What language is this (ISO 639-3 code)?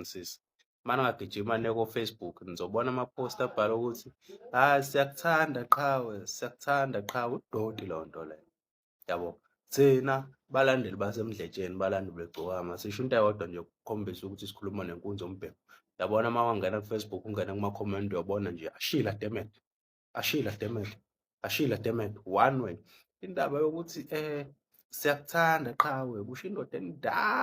zul